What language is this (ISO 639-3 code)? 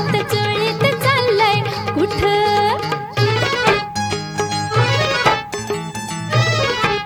mar